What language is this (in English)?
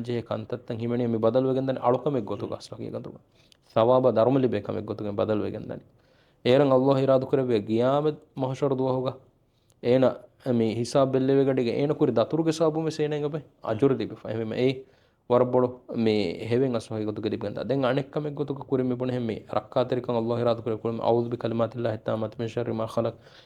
Divehi